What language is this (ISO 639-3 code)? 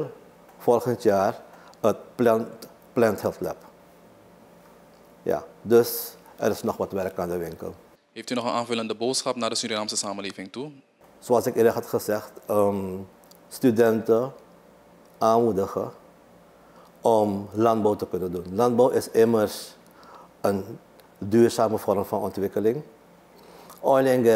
nld